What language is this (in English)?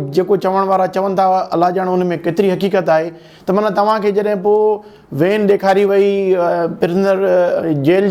Sindhi